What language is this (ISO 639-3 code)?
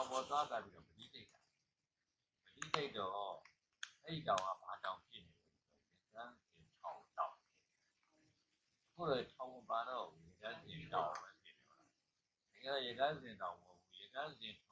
mya